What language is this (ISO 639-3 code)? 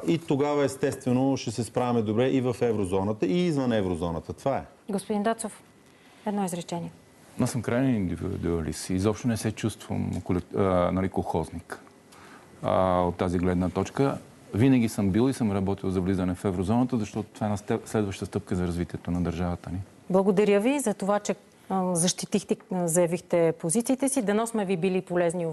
bul